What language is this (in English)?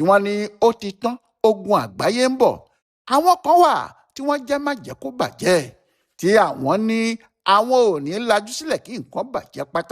Yoruba